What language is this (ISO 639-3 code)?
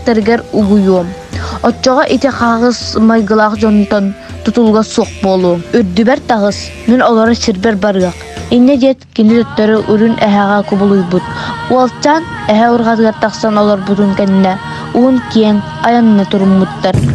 sah